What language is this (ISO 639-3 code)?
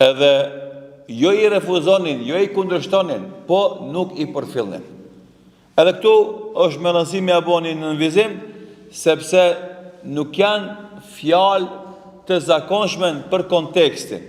sqi